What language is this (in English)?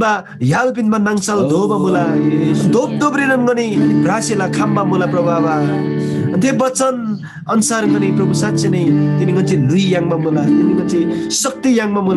Eastern Tamang